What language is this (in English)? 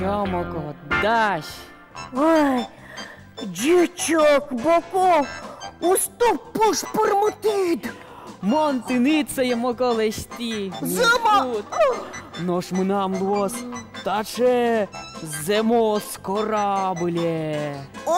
Udmurt